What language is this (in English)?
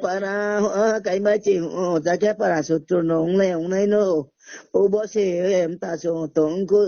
Riang (India)